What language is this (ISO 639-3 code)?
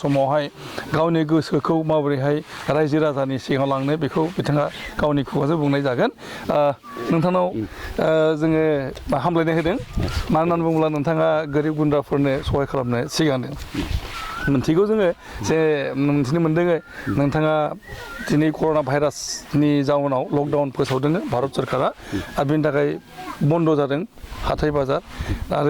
brx